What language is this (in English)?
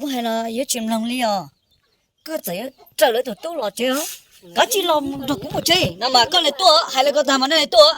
Hmong